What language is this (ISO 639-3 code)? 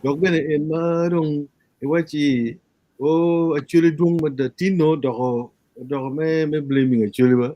ach